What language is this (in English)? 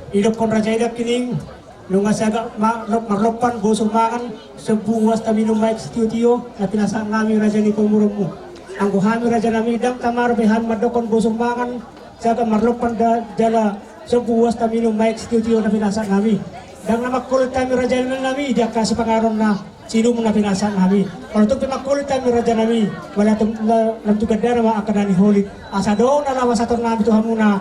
Batak Toba